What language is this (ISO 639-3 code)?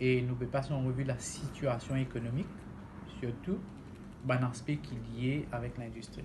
mfe